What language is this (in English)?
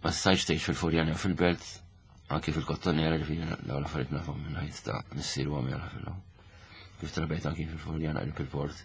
Maltese